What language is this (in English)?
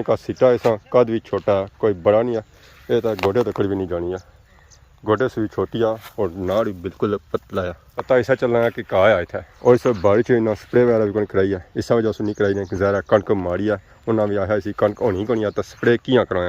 Pahari-Potwari